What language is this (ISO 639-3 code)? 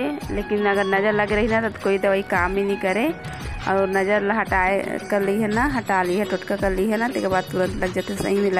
hne